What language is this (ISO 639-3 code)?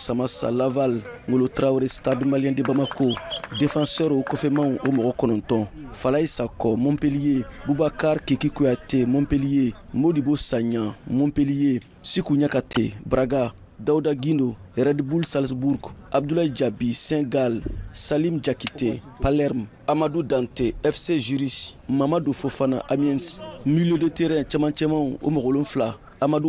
bam